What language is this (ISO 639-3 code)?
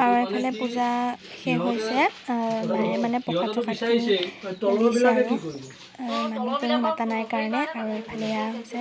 asm